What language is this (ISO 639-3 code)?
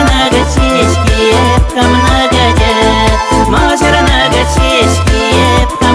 chv